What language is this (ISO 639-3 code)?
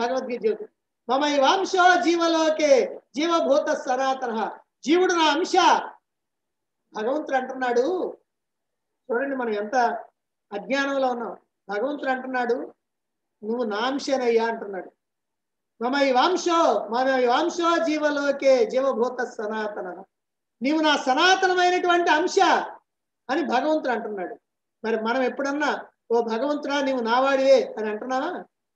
tel